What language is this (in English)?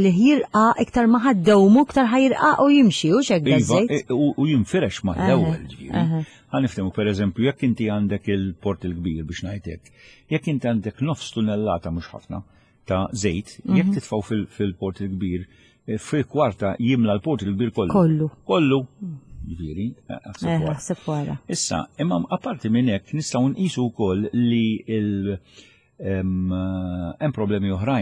Maltese